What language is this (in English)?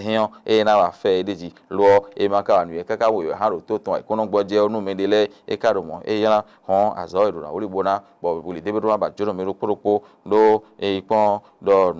Fon